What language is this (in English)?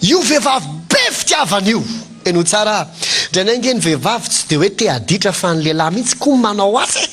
Malagasy